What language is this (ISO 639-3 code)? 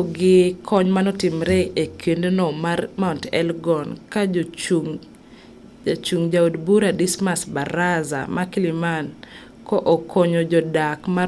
luo